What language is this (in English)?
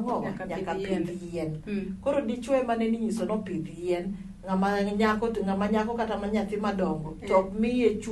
Luo (Kenya and Tanzania)